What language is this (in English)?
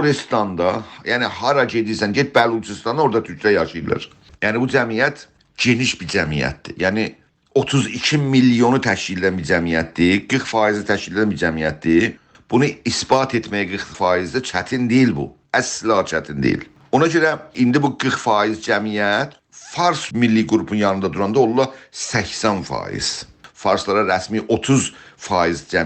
South Azerbaijani